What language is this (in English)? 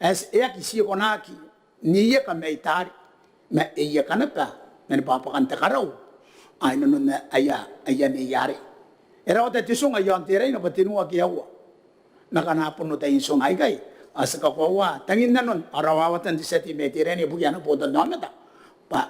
Gilbertese